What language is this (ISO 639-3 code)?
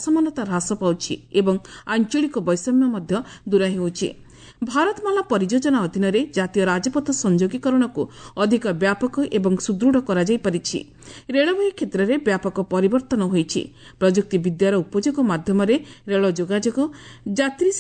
ori